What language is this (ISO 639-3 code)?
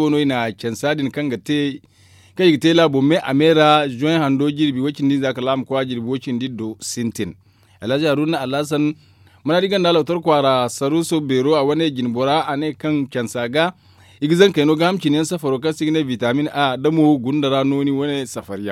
dje